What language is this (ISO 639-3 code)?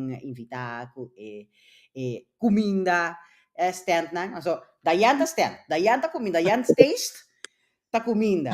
pap